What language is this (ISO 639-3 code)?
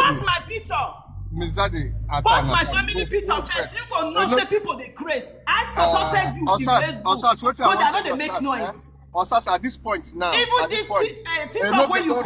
pcm